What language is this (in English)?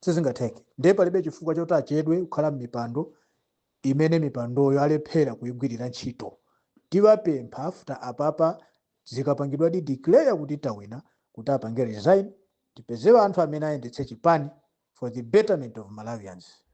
Nyanja